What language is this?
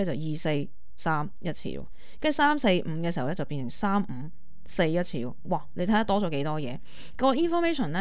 Cantonese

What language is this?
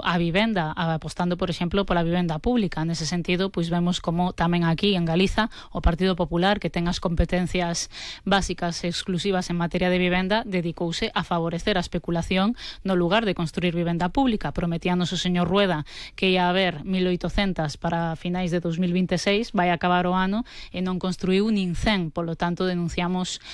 Galician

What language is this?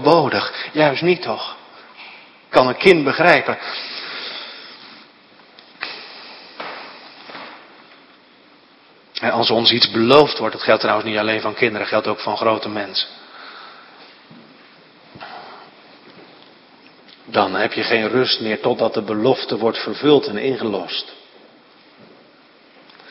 Dutch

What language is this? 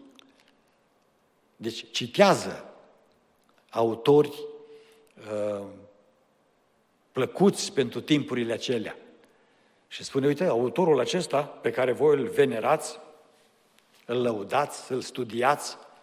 Romanian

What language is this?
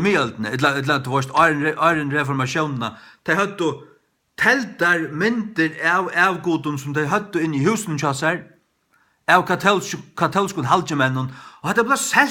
Faroese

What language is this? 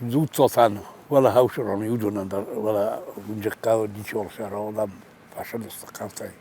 Ossetic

